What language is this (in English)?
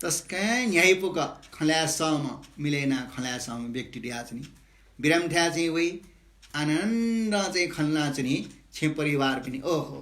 Newari